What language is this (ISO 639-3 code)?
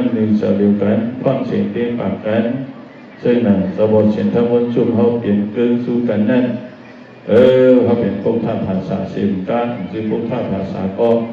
shn